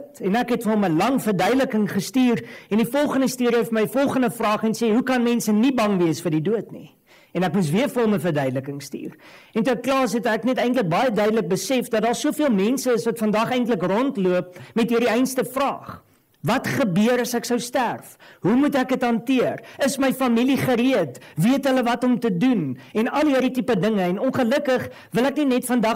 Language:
Afrikaans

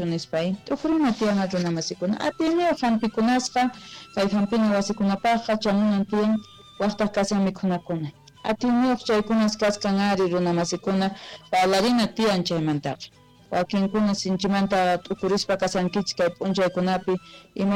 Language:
South Bolivian Quechua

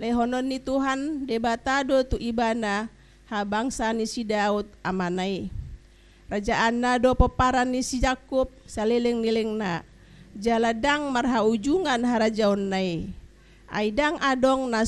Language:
Batak Toba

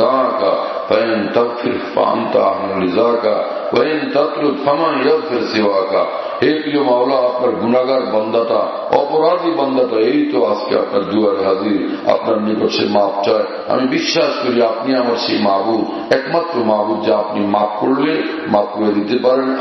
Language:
Bangla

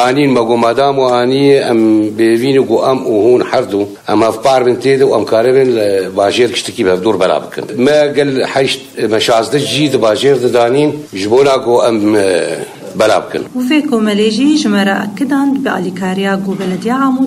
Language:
Kurdish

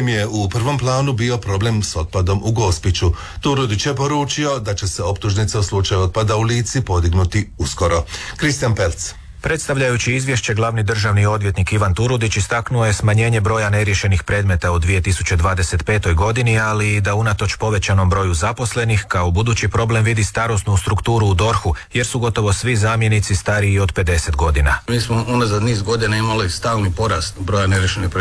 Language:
Croatian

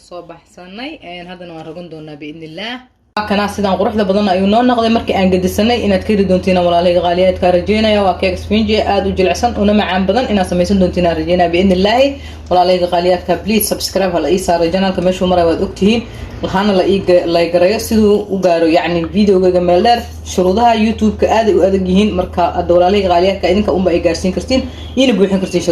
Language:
Somali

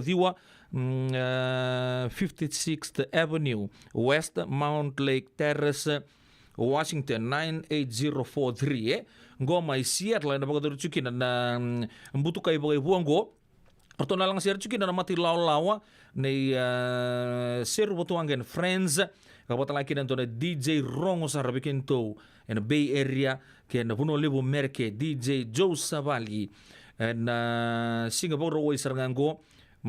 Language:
Fijian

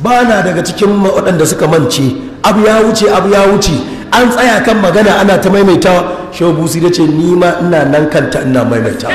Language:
Hausa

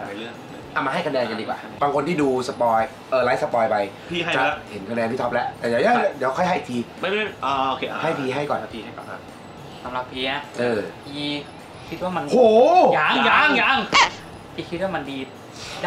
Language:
Thai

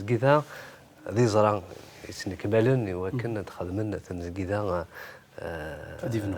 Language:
Kabyle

